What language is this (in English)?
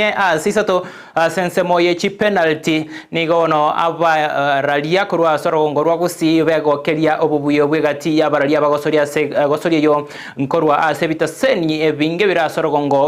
Gusii